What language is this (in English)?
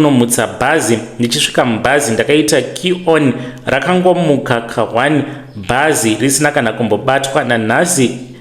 Shona